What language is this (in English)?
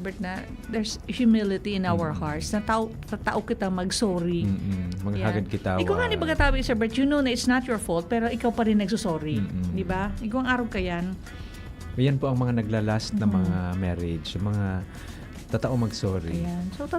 Bikol